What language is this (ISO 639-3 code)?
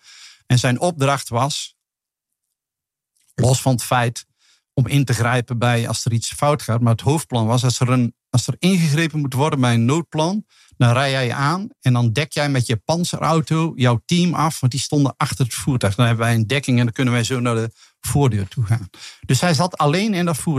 nld